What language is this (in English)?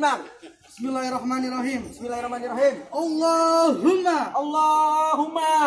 Betawi